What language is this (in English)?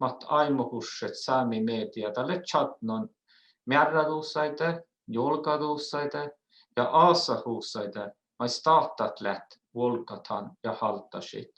Northern Sami